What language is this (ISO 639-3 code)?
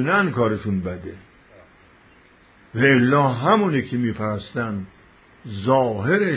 fas